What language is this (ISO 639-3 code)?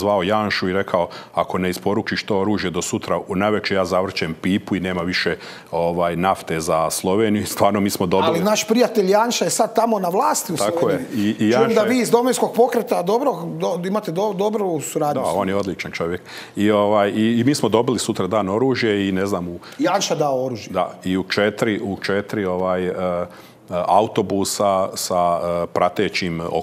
hrv